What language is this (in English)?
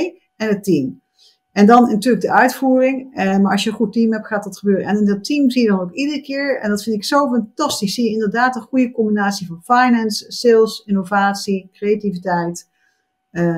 Dutch